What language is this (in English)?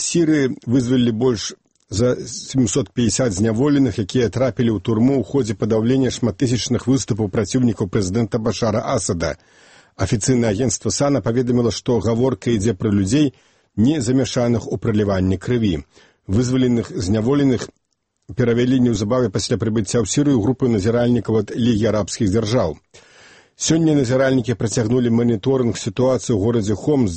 Belarusian